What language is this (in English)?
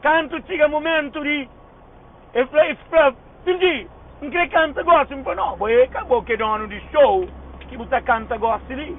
Kabuverdianu